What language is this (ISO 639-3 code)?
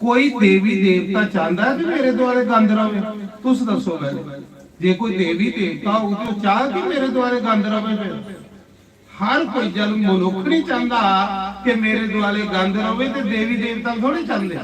doi